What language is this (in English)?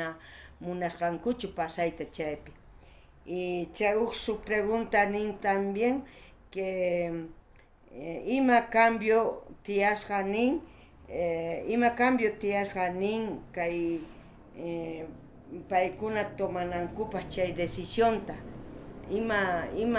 South Bolivian Quechua